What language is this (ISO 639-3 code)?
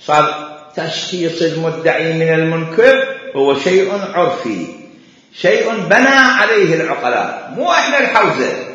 acm